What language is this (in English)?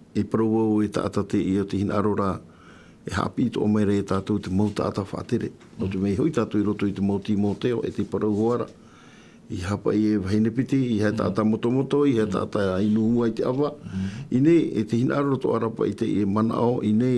Tahitian